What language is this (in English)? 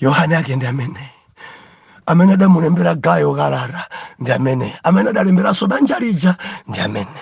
Nyanja